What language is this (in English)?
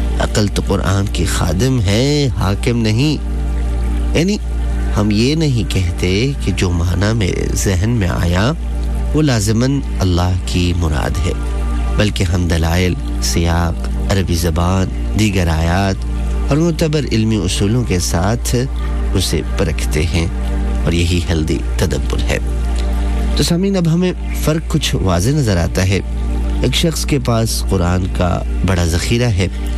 Urdu